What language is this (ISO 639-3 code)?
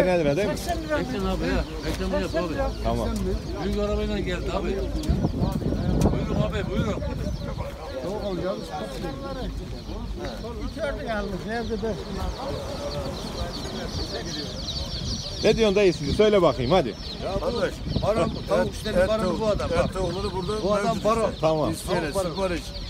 tur